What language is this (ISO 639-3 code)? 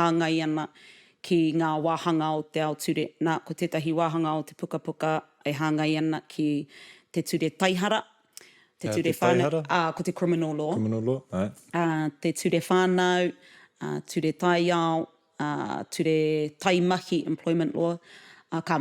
mri